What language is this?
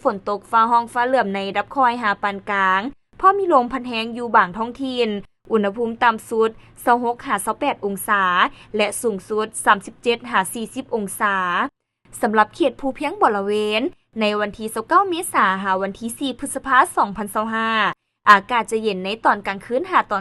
Lao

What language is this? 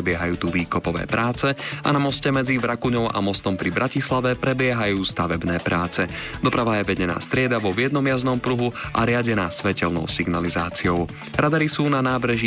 Slovak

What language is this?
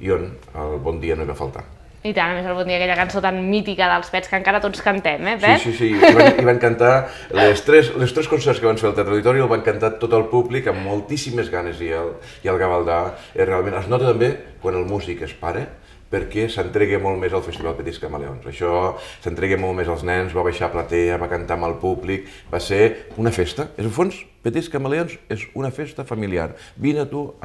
Catalan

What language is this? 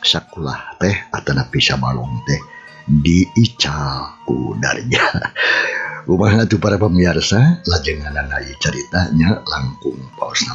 Sundanese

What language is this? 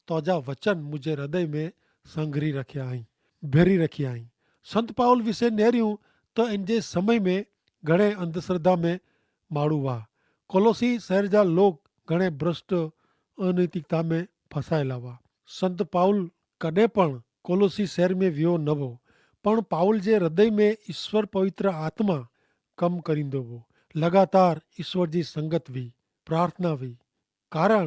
Kachhi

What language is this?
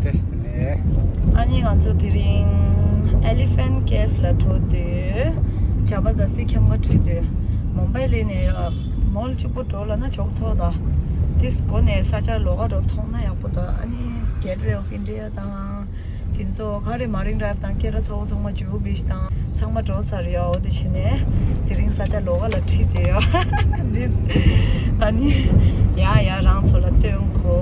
Tibetan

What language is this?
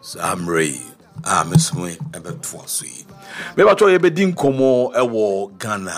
Akan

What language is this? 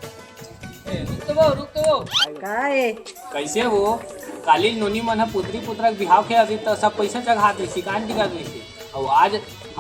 Chhattisgarhi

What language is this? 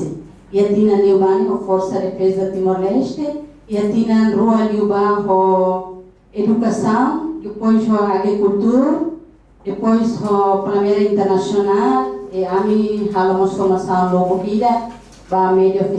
Tetum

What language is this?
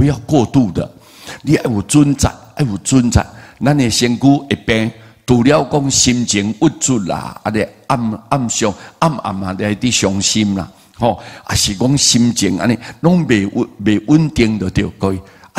Min Nan Chinese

